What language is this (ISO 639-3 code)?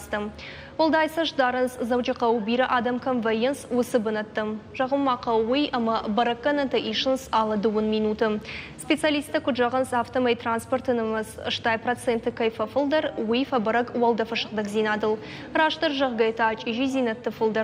oss